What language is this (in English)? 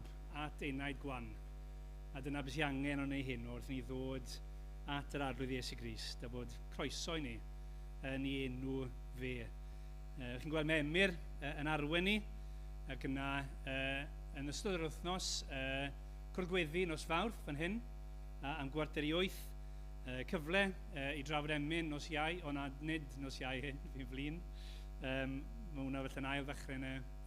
Welsh